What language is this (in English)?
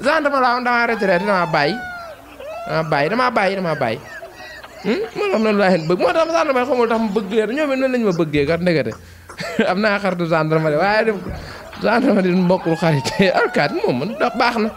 Wolof